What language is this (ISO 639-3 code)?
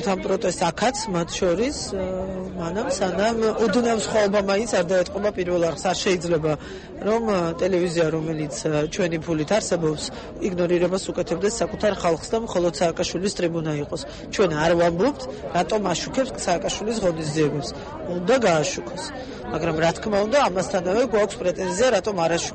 kat